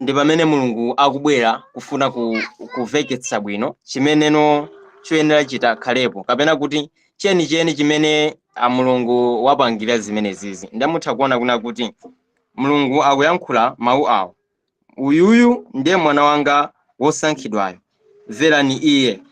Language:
Nyanja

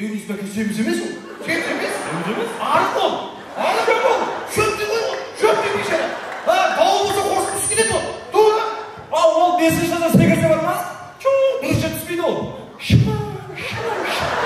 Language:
Kara-Kalpak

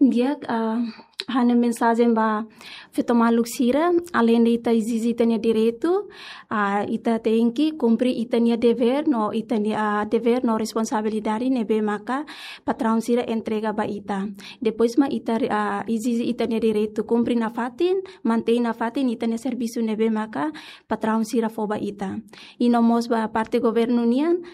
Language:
Tetum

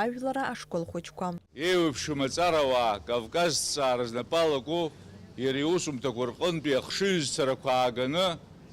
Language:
Abkhazian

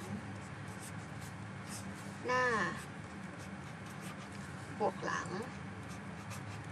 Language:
Thai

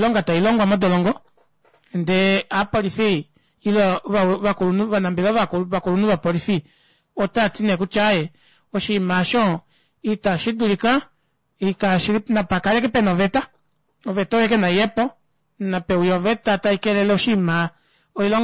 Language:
Kuanyama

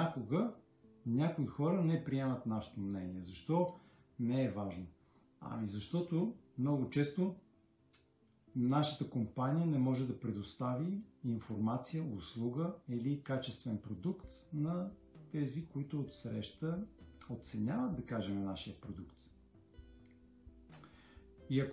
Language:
Bulgarian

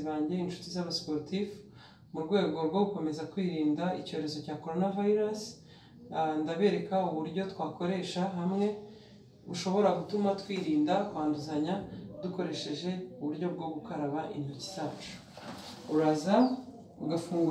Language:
Kinyarwanda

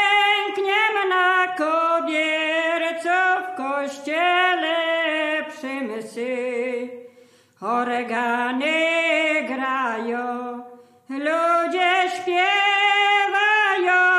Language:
Polish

